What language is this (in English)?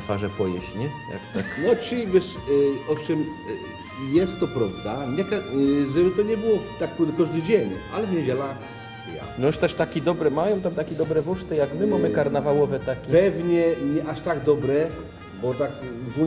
Silesian